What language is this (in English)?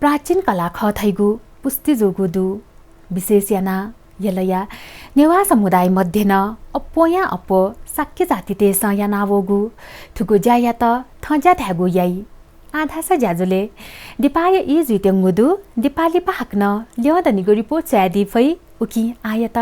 Newari